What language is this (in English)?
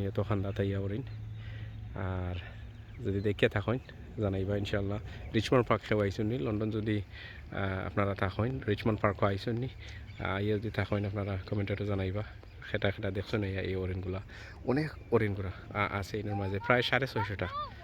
Sylheti